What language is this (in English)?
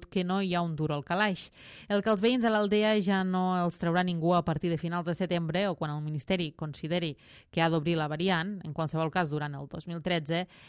Catalan